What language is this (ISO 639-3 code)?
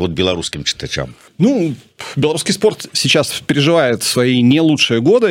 bel